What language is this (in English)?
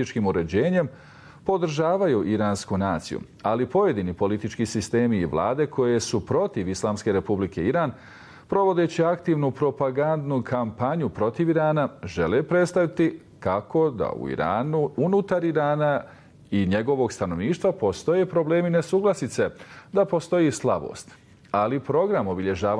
Bosnian